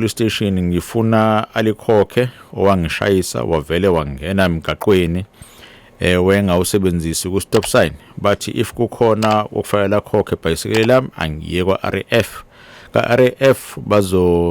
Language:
Zulu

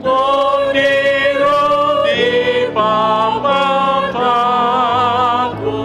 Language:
Batak Toba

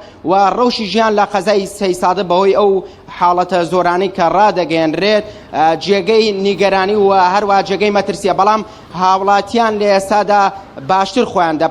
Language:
Central Kurdish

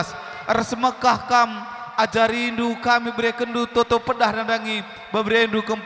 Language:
Batak Karo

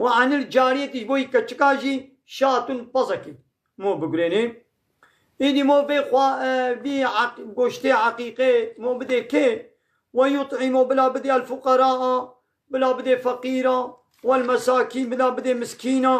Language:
Kurdish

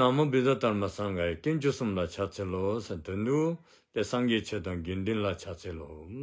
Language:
Dzongkha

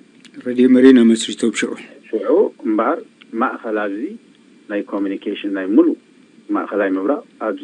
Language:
Tigrinya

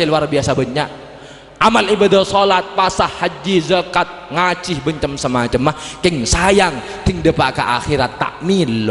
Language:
Madurese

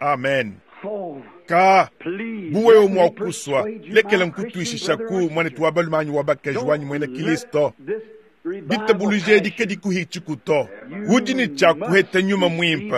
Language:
Luba-Lulua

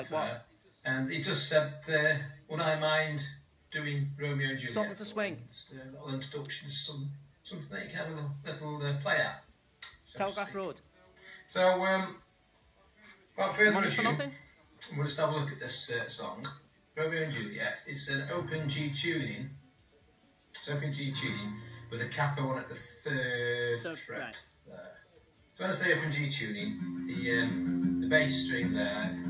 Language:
English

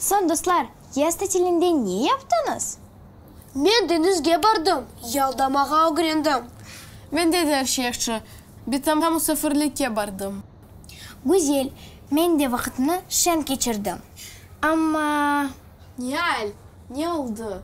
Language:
Crimean Tatar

